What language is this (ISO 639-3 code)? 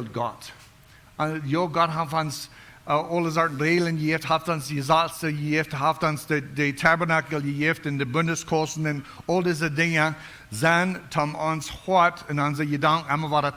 pdt